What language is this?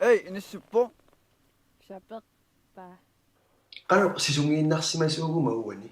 Kalaallisut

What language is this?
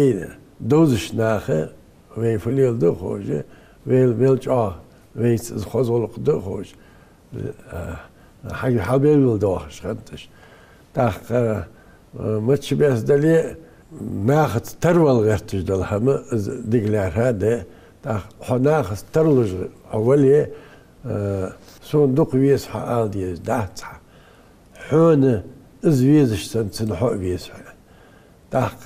Ingush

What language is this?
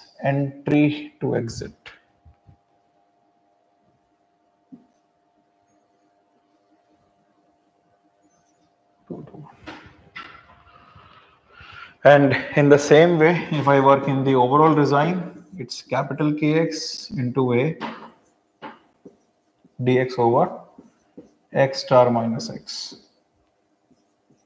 English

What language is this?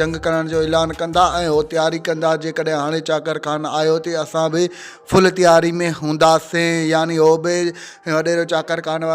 Sindhi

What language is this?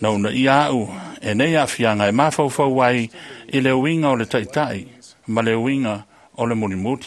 Samoan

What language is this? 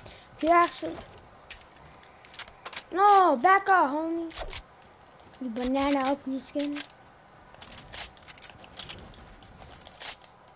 English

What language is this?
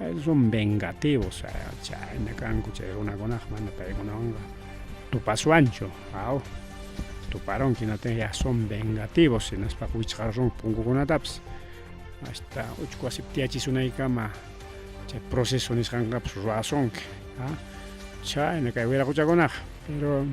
Ayacucho Quechua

